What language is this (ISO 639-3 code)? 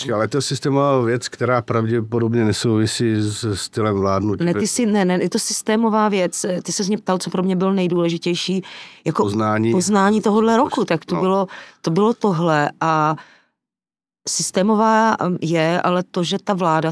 ces